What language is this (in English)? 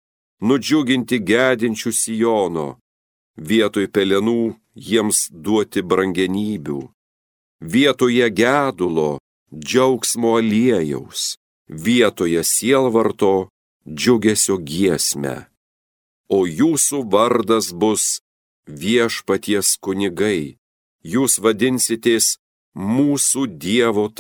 Lithuanian